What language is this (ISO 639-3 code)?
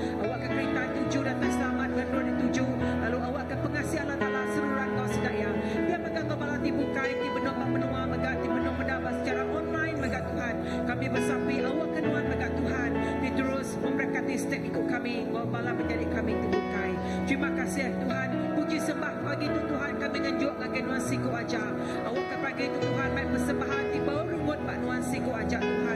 iba